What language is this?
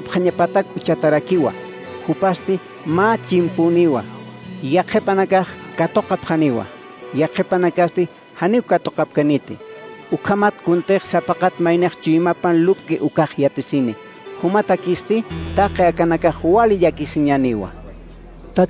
Aymara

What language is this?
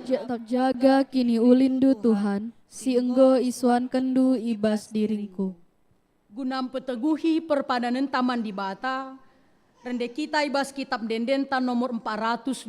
Batak Karo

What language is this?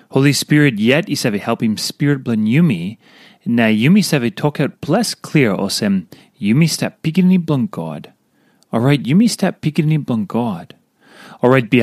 Tok Pisin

